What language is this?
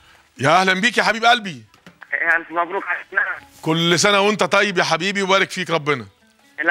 Egyptian Arabic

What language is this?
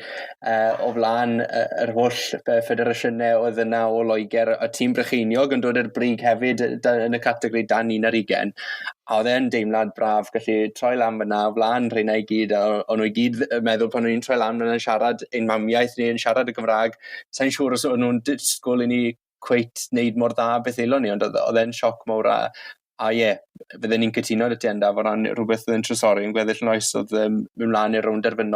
Welsh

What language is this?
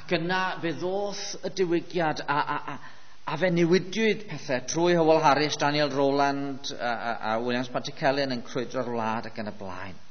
Welsh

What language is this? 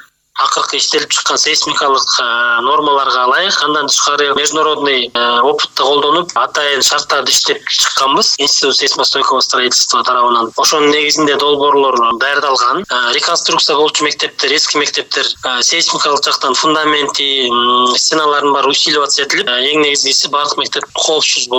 Kyrgyz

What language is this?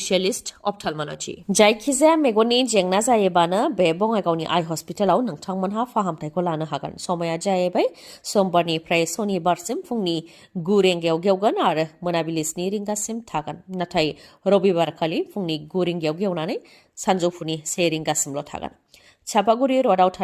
Bodo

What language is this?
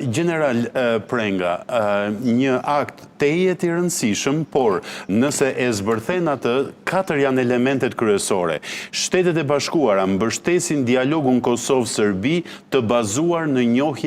Albanian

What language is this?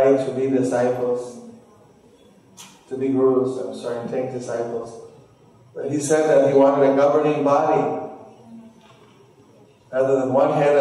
English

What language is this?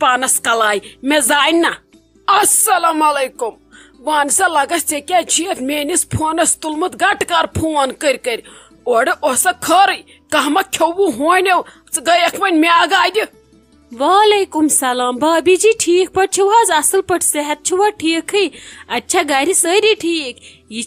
Kashmiri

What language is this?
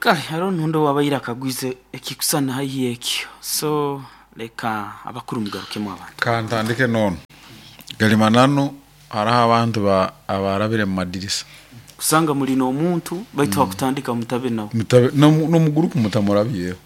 Nyoro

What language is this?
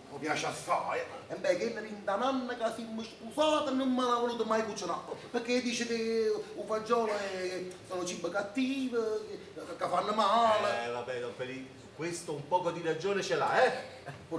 Neapolitan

